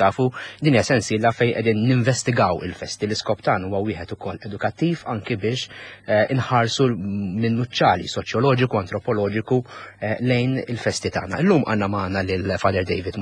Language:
Maltese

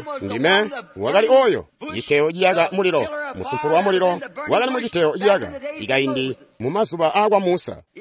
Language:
Tonga (Zambia)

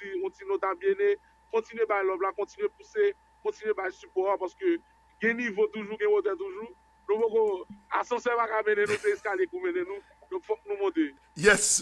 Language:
Haitian Creole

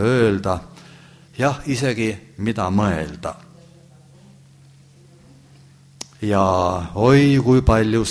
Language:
Estonian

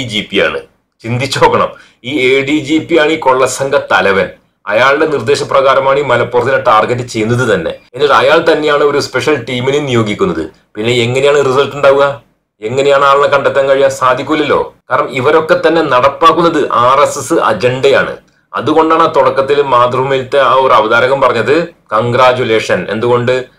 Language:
Malayalam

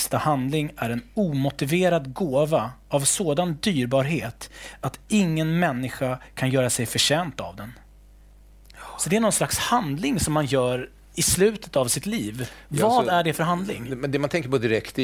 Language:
Swedish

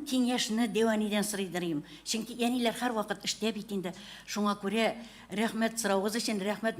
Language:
Tatar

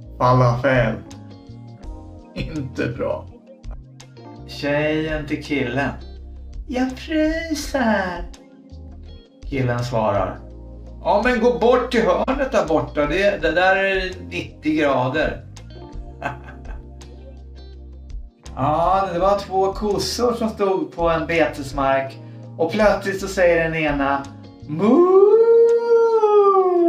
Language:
Swedish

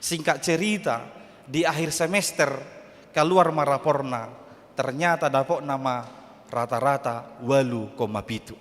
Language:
Batak Toba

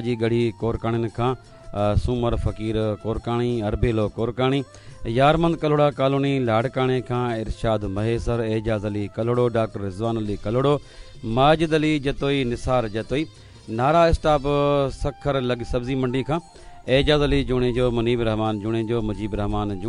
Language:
Sindhi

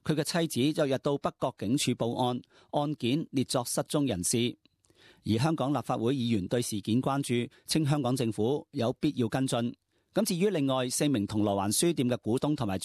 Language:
Cantonese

